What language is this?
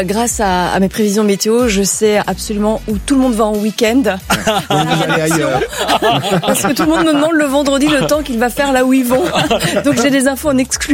French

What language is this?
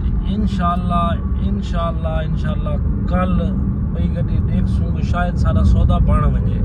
Saraiki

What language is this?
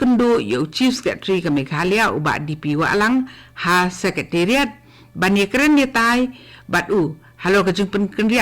Khasi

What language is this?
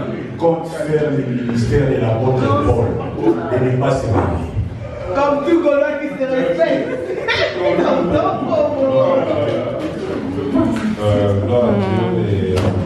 French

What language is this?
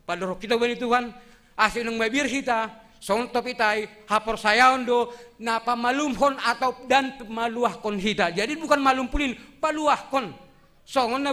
Batak Simalungun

